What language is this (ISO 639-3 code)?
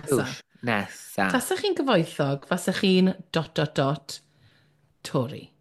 cym